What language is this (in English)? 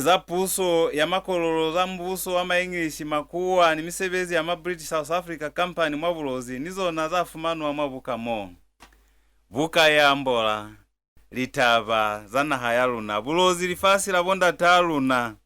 Lozi